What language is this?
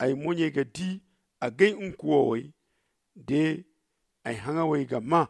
Zarma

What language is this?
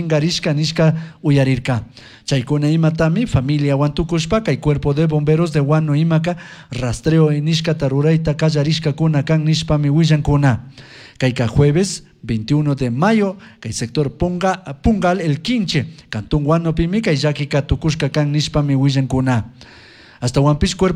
Chimborazo Highland Quichua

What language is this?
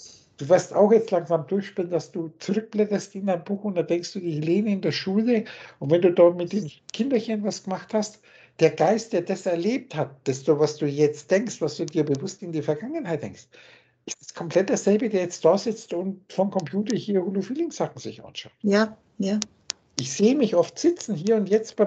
German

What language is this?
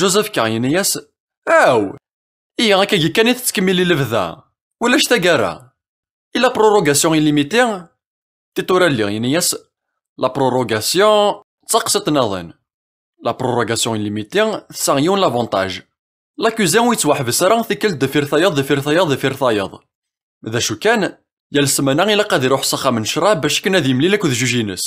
Kabyle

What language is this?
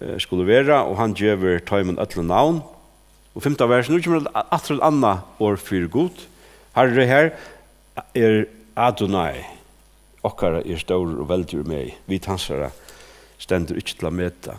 Faroese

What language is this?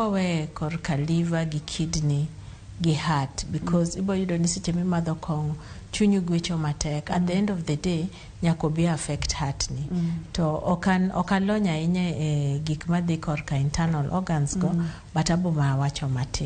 Luo (Kenya and Tanzania)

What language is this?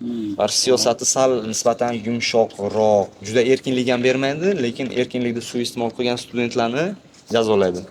Uzbek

